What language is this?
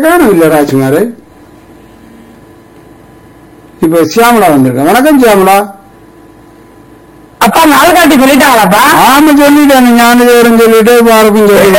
Tamil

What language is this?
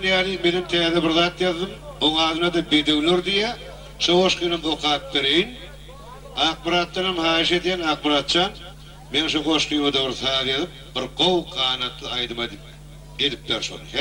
Turkmen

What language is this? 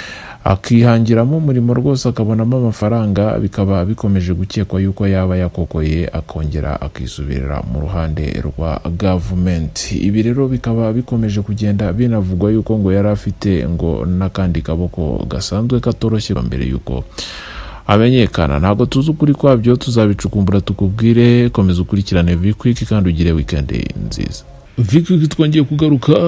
Kinyarwanda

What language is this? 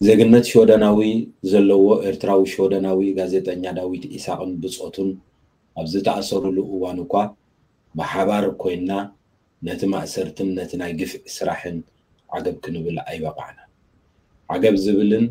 Tigrinya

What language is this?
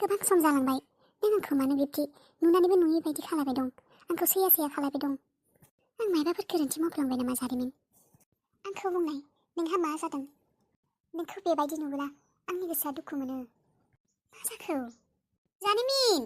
Bodo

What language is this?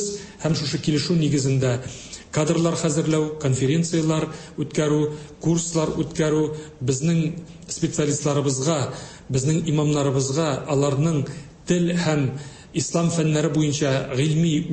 Tatar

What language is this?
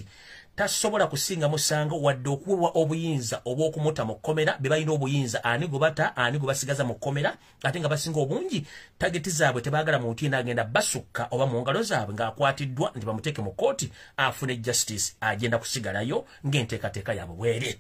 Ganda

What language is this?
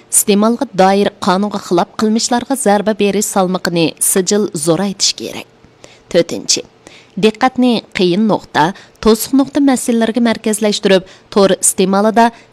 Uyghur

